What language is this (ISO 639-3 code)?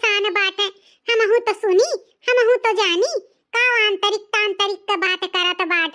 awa